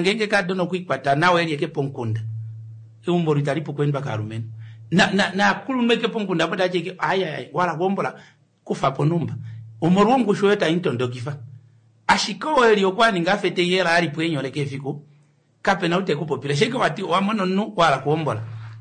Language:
Kuanyama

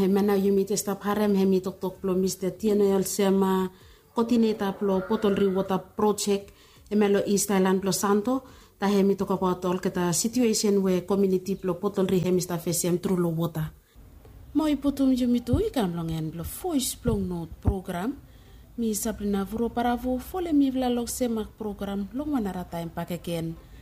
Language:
Bislama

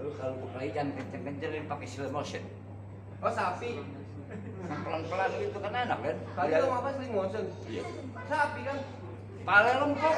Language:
Betawi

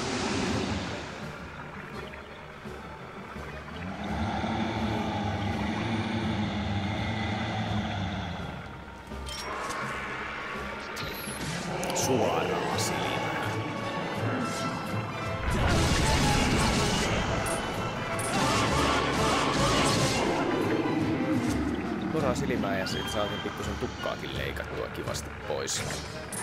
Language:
Finnish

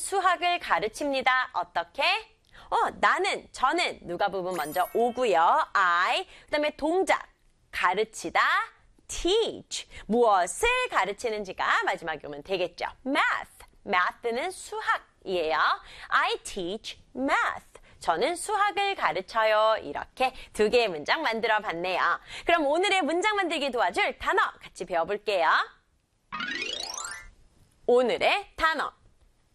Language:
Korean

